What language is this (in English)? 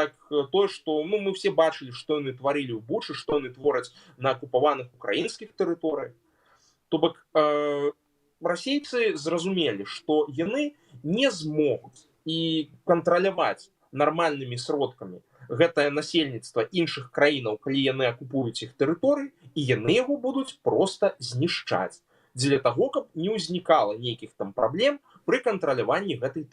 Belarusian